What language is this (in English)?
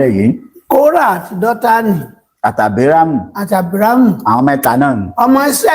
Yoruba